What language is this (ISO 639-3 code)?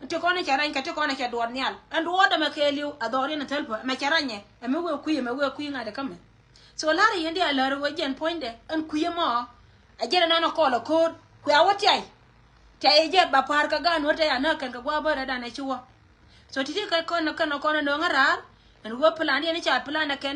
nus